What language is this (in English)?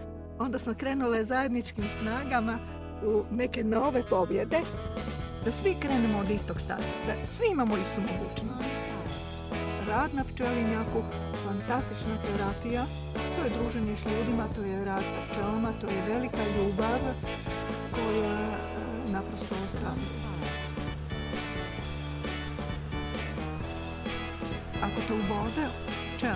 Croatian